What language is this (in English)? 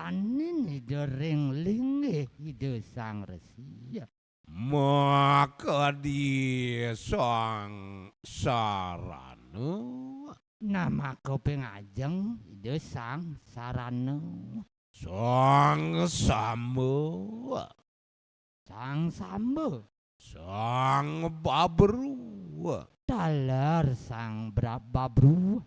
Balinese